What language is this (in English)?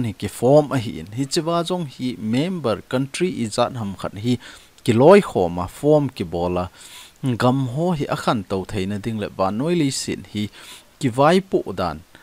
Thado Chin